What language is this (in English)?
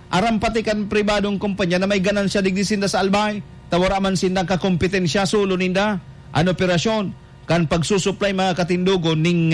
Bikol